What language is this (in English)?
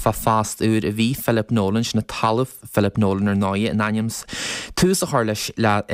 Irish